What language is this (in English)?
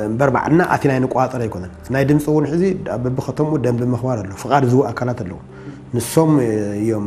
Tigrinya